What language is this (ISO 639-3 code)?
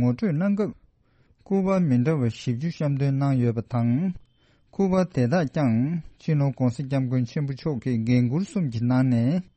bod